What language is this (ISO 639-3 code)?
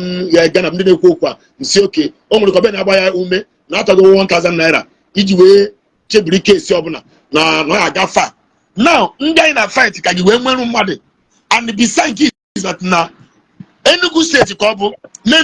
ibo